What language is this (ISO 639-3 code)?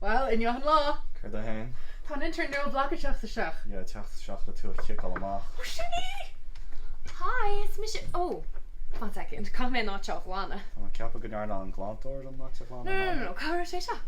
gle